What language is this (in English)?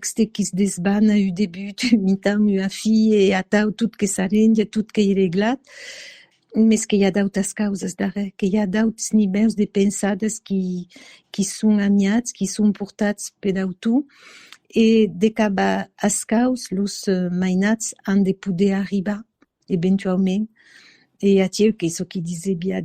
Occitan